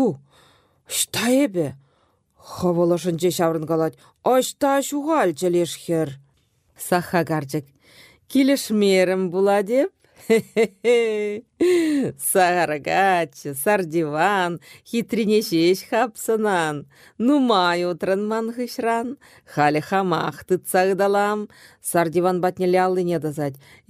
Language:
Chuvash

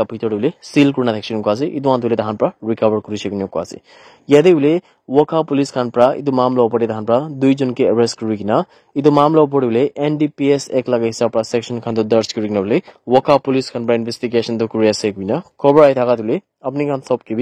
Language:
Naga Pidgin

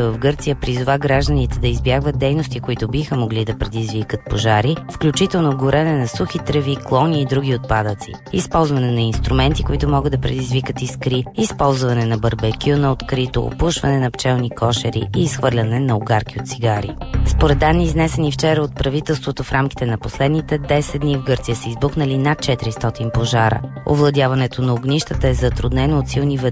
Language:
Bulgarian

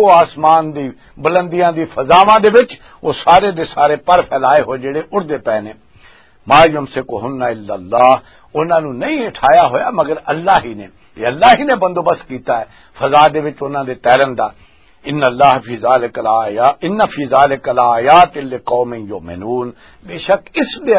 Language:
Western Panjabi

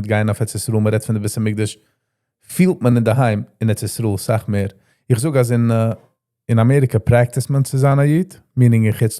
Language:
Yiddish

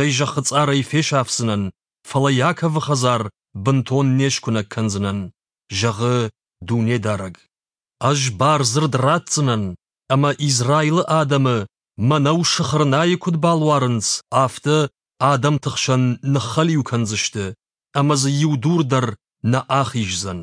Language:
Ossetic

